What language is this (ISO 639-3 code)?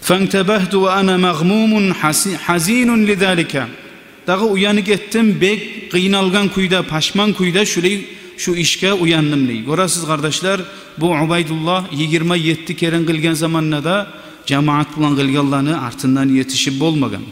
kum